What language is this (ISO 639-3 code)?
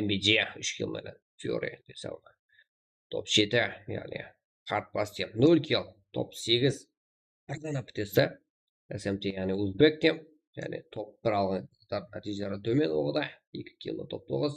kaa